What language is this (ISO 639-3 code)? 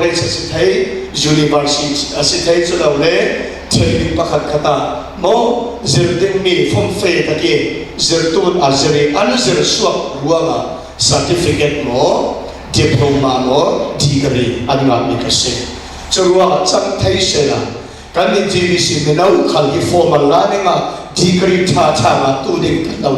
cfm